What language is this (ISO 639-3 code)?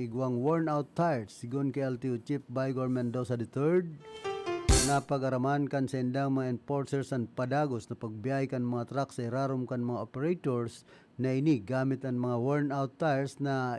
bik